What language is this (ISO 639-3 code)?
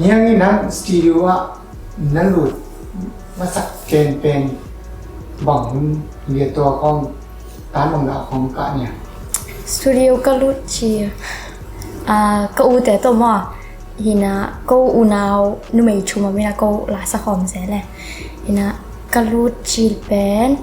ctd